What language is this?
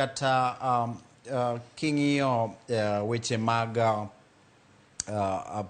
Luo (Kenya and Tanzania)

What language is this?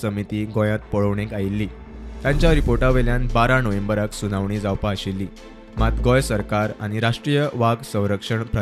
Konkani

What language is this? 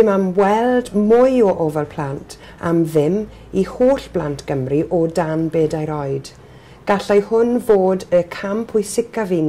Welsh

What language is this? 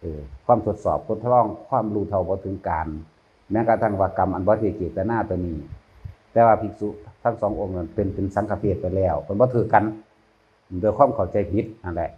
Northeastern Thai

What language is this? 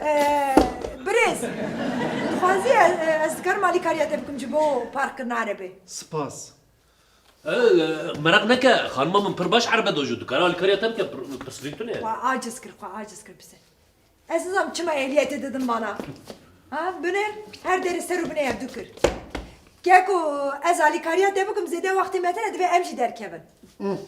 Kurdish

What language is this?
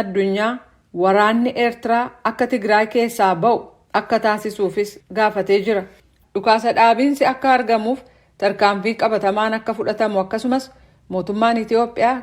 Oromo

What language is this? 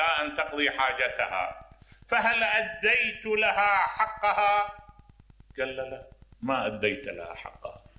Mesopotamian Arabic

